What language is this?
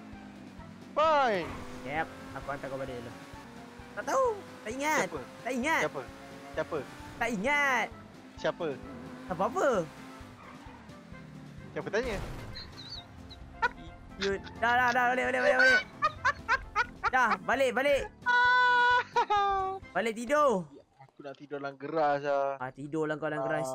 Malay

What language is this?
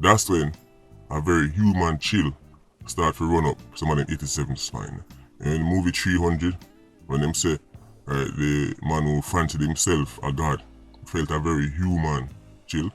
Jamaican Creole English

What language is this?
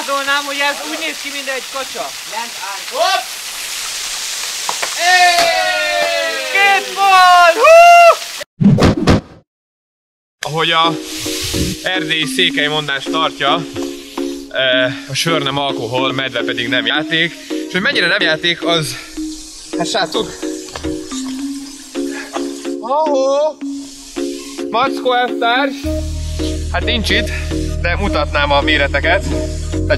Hungarian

